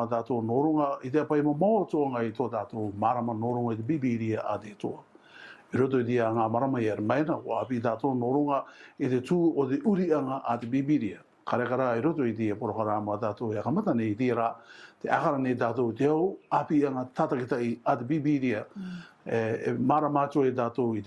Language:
Rarotongan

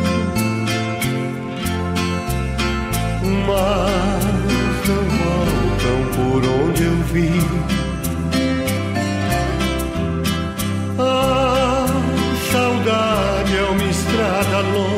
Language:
Portuguese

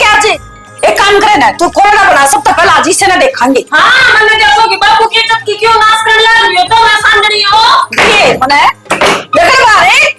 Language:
Haryanvi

